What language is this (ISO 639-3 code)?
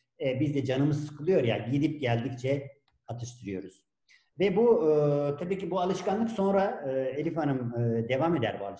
tur